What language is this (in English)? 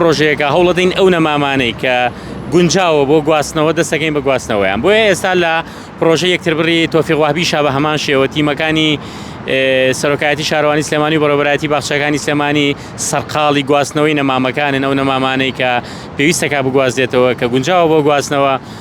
Central Kurdish